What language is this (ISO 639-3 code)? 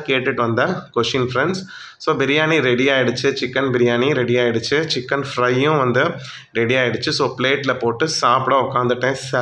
tam